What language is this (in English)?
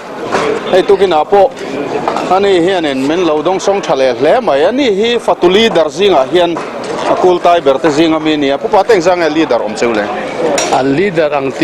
Mizo